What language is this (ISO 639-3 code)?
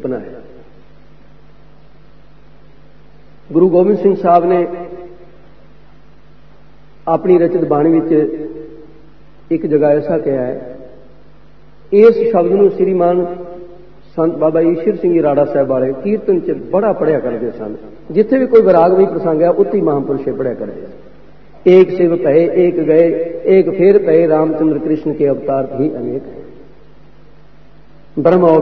pan